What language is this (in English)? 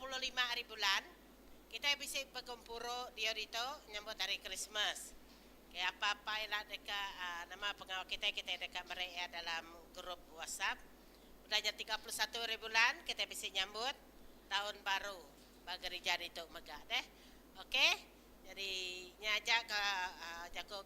Iban